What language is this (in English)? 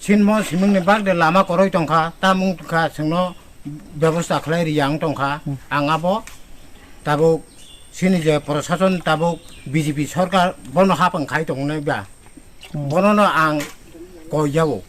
Kok Borok